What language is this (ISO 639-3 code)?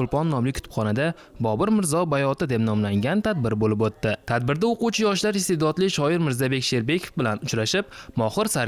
uzb